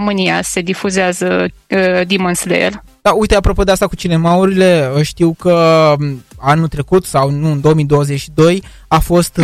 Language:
Romanian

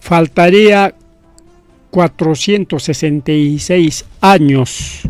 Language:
Ayacucho Quechua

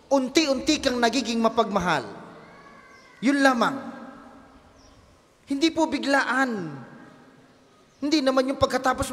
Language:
Filipino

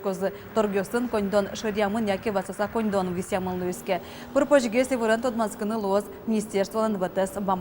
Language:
Udmurt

